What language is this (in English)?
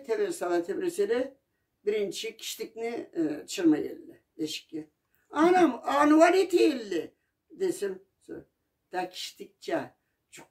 Karachay-Balkar